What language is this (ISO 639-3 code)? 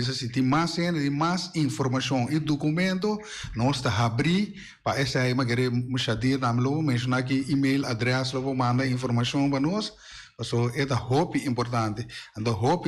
pap